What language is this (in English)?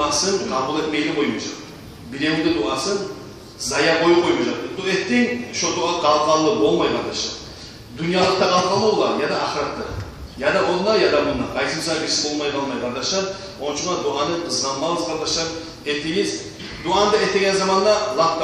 Kumyk